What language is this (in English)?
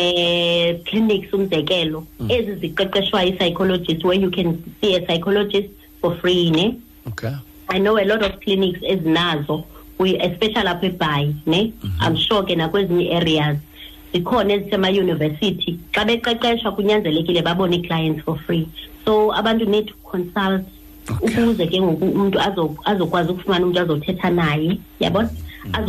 Xhosa